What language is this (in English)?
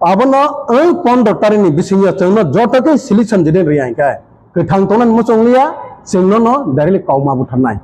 Kok Borok